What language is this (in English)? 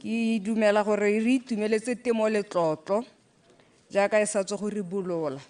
Tswana